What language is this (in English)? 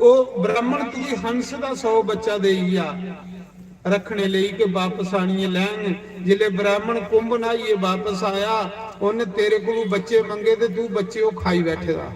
Dogri